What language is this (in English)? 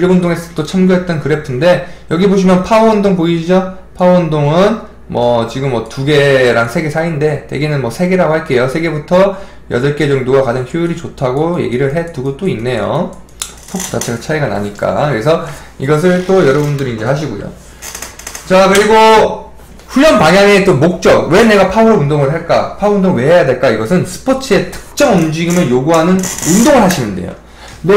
Korean